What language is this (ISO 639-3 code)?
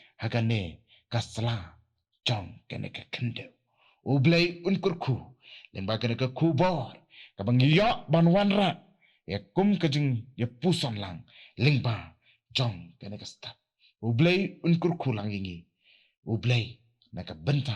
kha